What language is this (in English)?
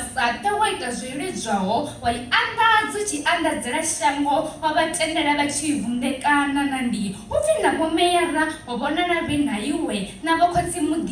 Venda